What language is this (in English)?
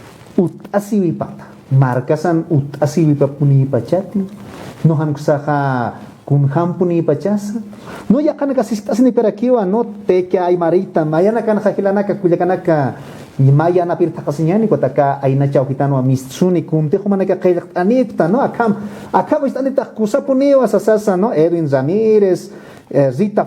Aymara